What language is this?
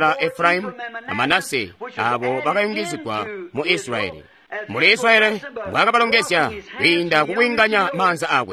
Tonga (Zambia)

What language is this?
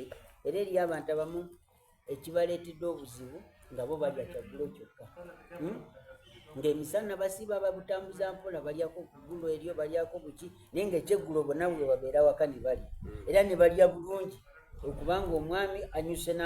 Soga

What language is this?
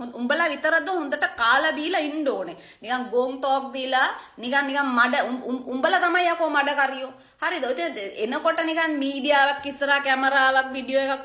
Sinhala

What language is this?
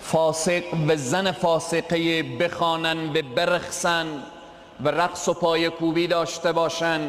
Persian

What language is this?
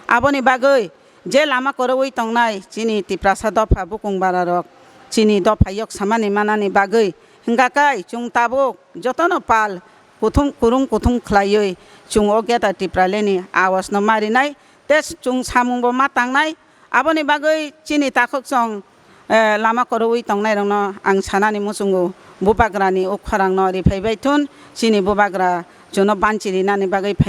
Kok Borok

